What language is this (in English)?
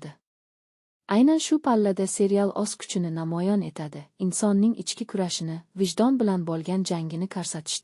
Uzbek